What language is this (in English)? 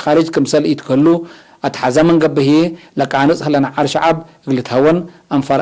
Tigre